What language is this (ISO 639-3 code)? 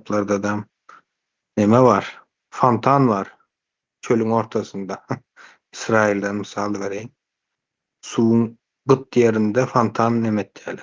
tuk